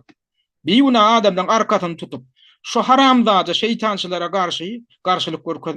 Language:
Turkmen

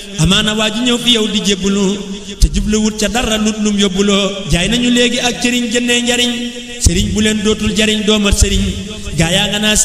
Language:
Wolof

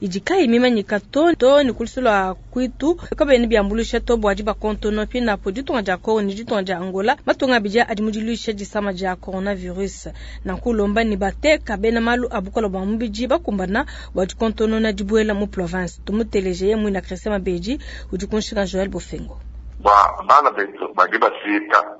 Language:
Luba-Lulua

